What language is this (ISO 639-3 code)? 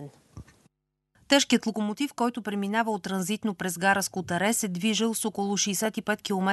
bul